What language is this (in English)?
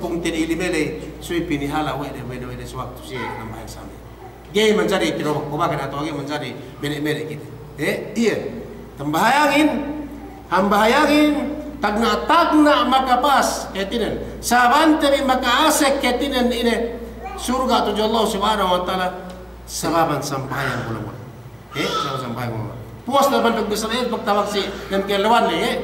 Yakan